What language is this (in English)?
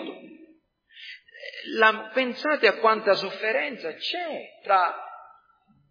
Italian